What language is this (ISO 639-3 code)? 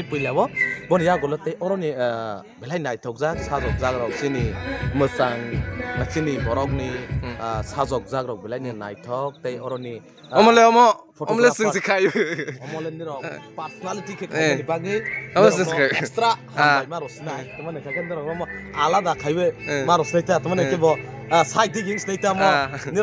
trp